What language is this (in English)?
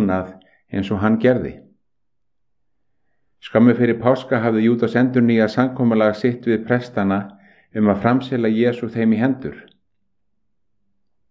Icelandic